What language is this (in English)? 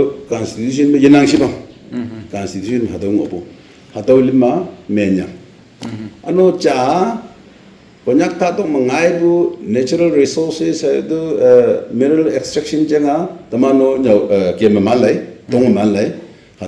Naga Pidgin